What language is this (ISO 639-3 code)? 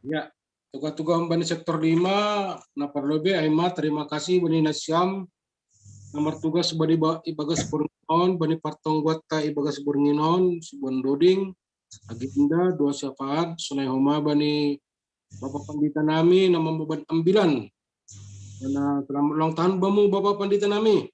bts